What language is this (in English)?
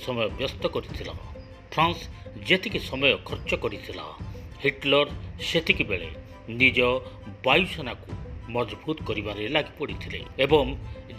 Odia